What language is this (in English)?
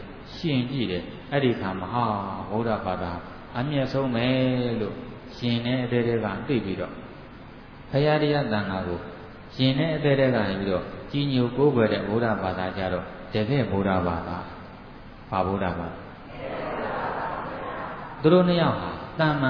Burmese